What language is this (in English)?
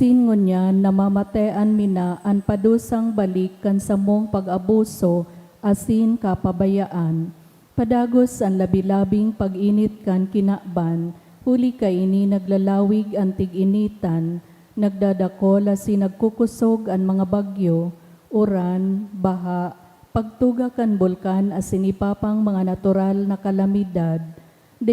Bikol